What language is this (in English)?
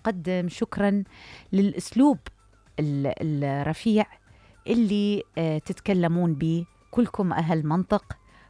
Mesopotamian Arabic